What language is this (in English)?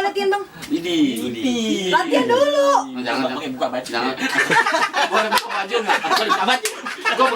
Betawi